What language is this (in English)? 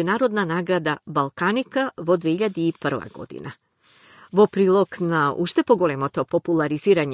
Macedonian